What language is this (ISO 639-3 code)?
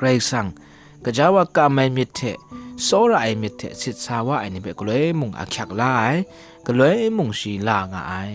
kac